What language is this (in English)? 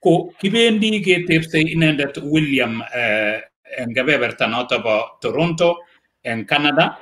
Kalenjin